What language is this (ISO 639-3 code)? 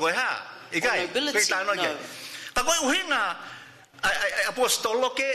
ton